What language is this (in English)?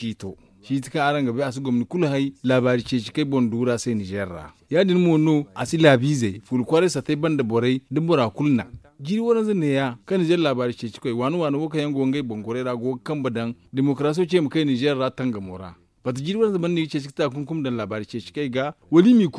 Zarma